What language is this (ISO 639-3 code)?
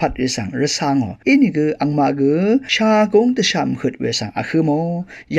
raw